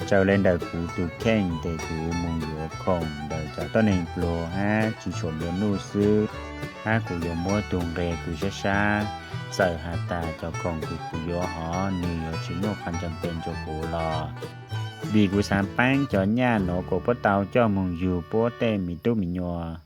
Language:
Hmong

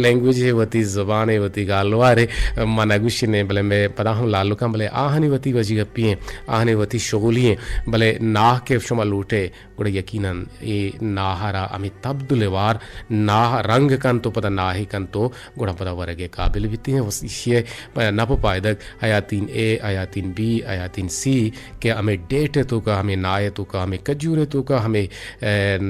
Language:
Eastern Balochi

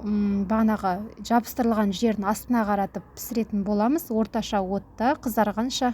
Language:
Kazakh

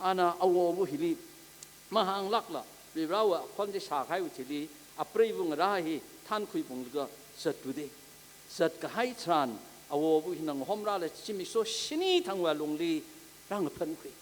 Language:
Tangkhul Naga (India)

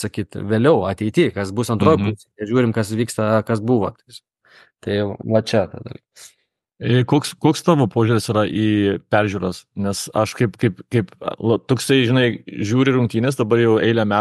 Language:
Lithuanian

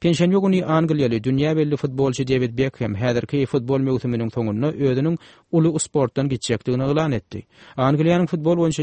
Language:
Turkmen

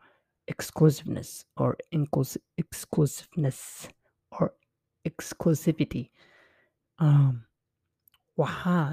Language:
English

